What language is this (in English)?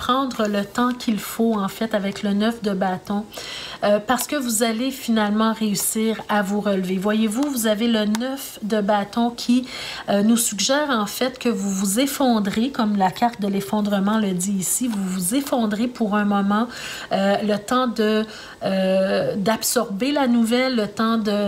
French